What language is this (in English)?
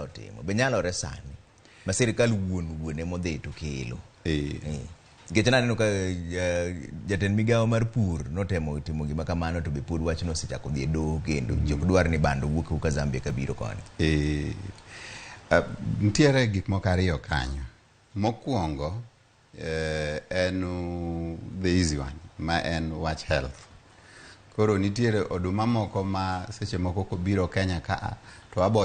Luo (Kenya and Tanzania)